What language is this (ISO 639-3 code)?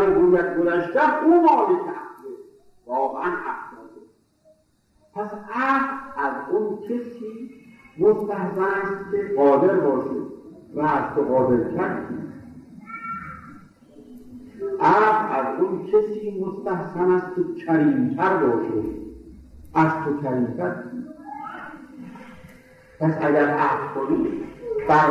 fas